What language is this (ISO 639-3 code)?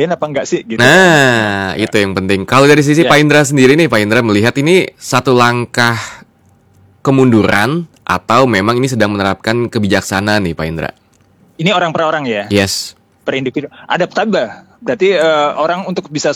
ind